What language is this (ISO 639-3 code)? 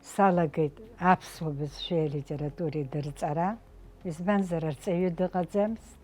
abk